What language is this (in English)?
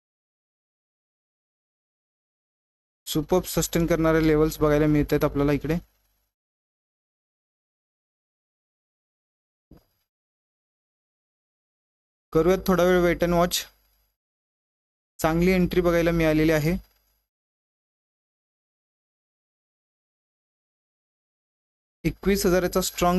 Marathi